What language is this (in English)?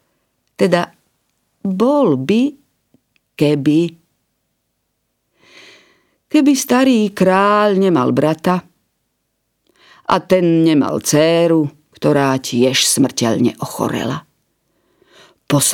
Slovak